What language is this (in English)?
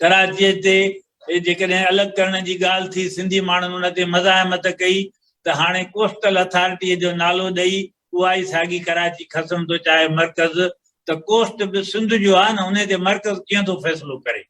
Sindhi